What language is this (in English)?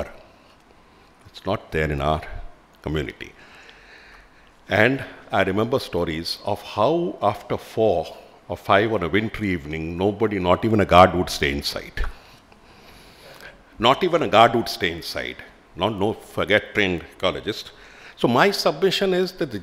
English